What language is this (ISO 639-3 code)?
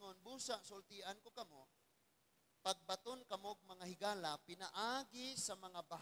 ceb